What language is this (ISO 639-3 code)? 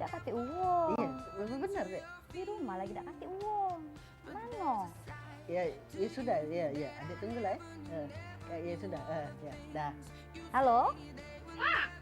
mui